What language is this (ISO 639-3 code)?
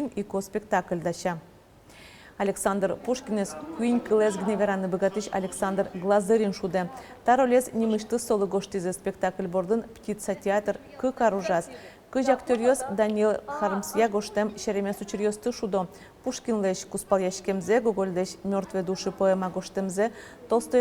udm